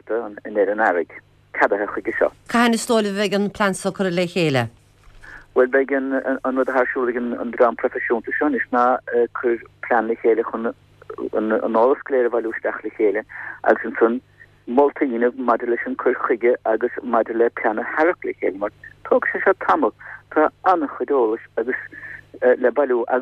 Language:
Irish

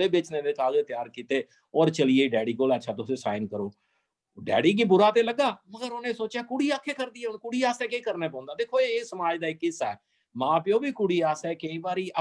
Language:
Dogri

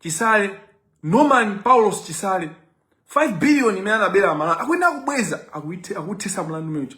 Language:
Nyanja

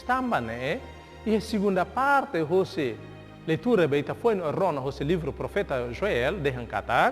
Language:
Tetum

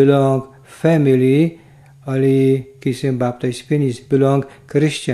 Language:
Tok Pisin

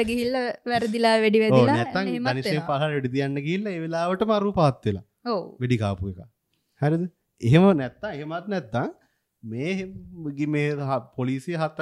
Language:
Sinhala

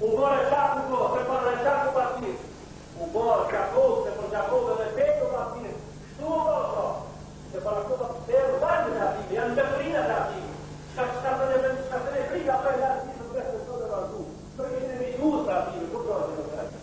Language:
Bosnian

